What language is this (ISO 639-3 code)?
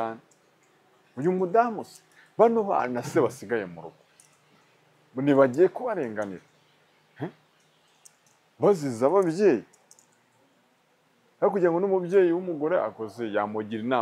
kin